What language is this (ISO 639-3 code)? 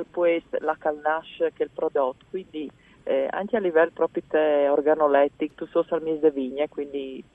fur